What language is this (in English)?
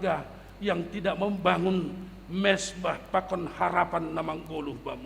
Batak Simalungun